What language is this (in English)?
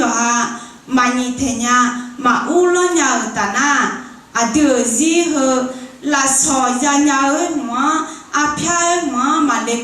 Akha